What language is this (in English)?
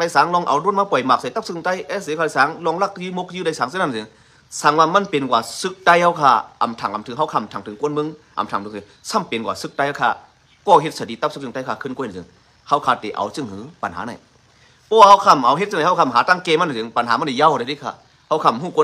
Shan